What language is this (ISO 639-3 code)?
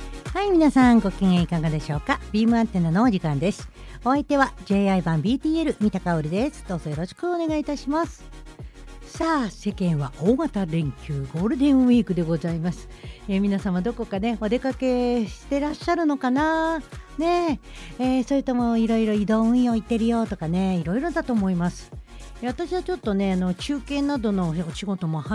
jpn